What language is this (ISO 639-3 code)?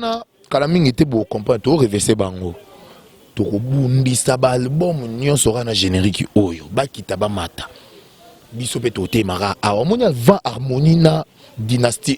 lin